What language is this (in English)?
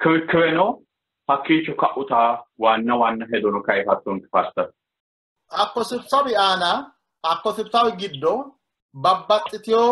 Sidamo